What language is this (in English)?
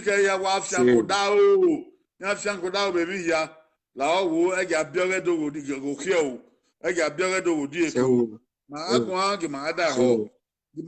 Bini